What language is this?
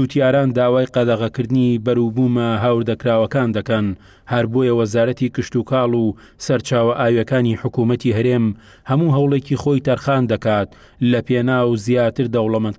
Central Kurdish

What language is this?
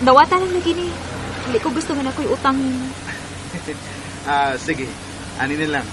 Cebuano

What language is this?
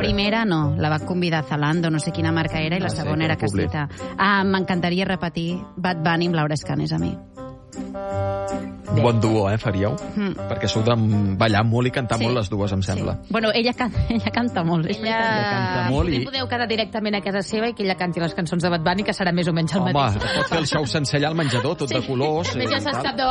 Catalan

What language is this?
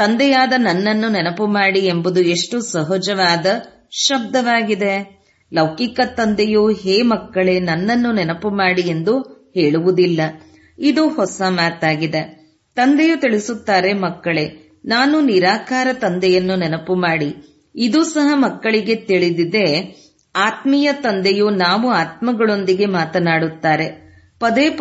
Kannada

